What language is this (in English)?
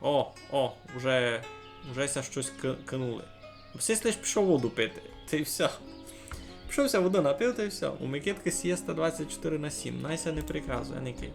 Rusyn